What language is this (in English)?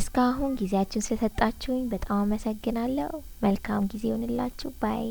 Amharic